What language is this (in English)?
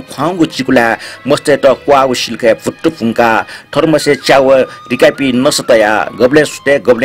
Newari